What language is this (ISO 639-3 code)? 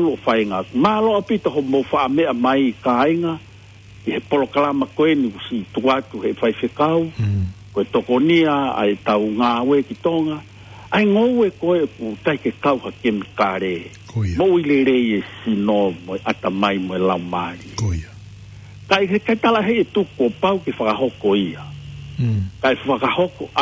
ton